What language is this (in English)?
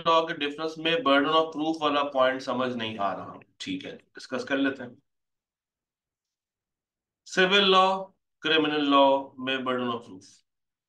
Hindi